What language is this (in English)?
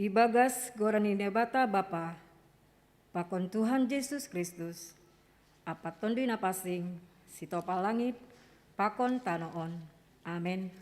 Batak Simalungun